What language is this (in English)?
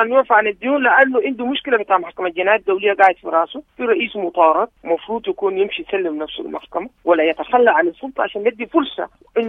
Sudanese Arabic